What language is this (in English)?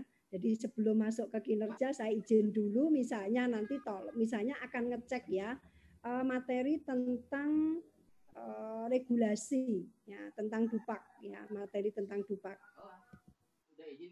Indonesian